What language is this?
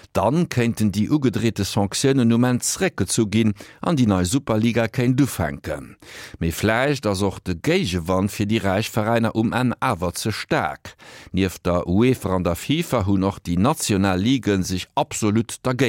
Luxembourgish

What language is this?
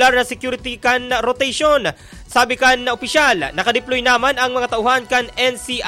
Bikol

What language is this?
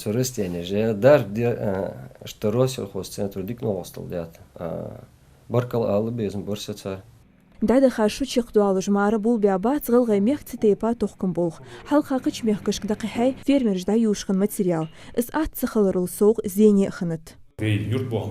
Ingush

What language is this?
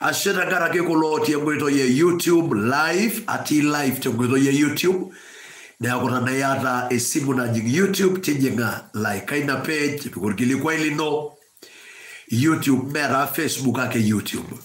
Masai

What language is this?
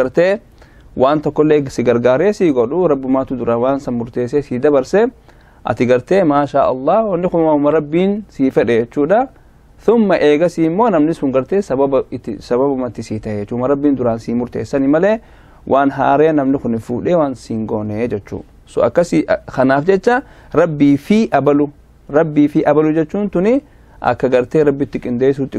Oromo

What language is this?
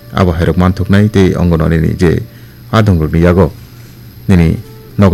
Kok Borok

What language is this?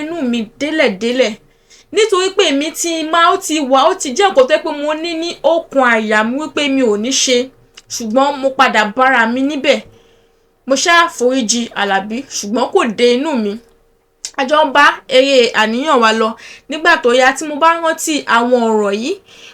Yoruba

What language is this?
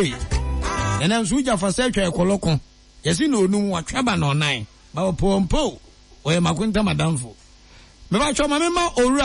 Akan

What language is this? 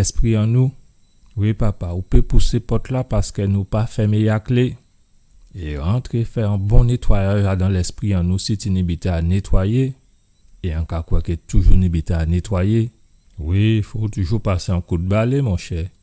Guadeloupean Creole French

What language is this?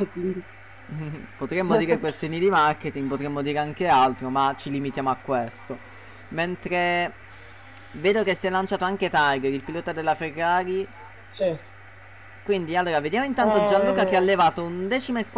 Italian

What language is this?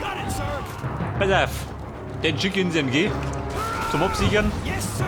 Bavarian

